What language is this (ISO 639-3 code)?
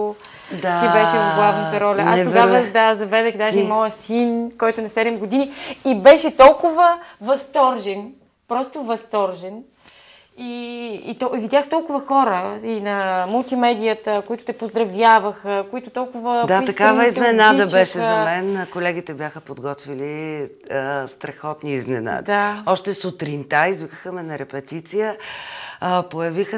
bul